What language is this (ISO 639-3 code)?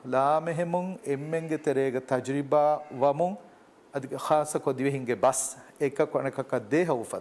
div